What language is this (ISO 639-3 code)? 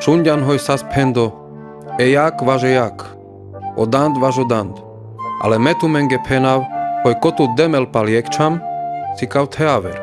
rmc